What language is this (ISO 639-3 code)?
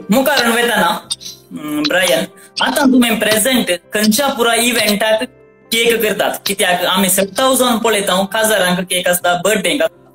kok